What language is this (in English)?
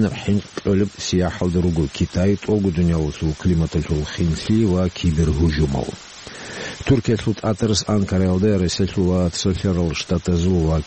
Avaric